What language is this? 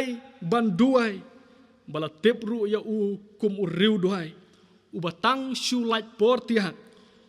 Khasi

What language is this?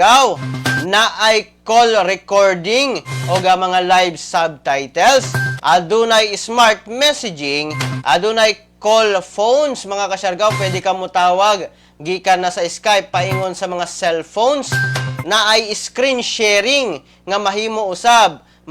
Cebuano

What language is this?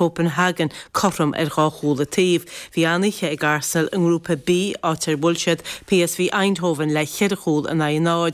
Irish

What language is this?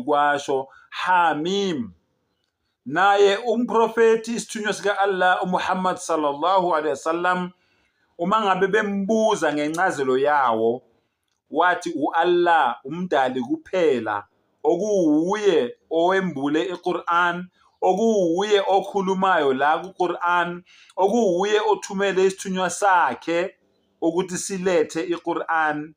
Zulu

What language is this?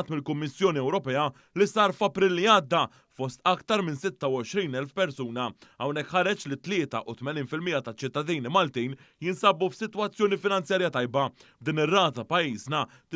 Maltese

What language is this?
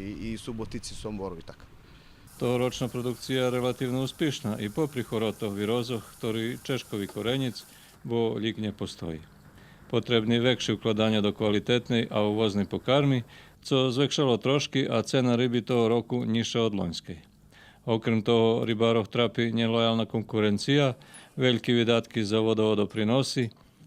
Rusyn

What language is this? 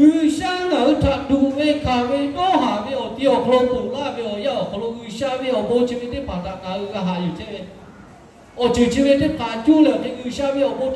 Lahu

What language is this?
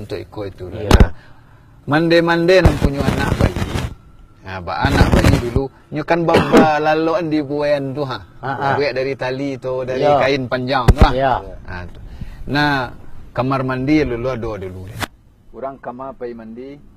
Minangkabau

